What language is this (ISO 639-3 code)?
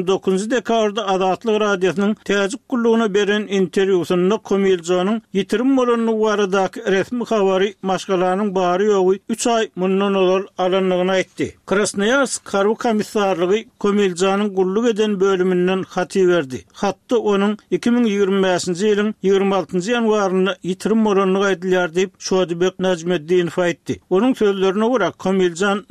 tuk